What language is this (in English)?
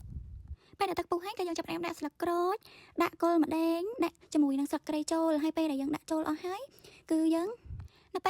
Khmer